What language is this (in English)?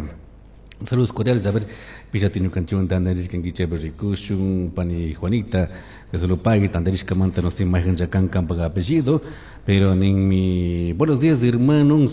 Chimborazo Highland Quichua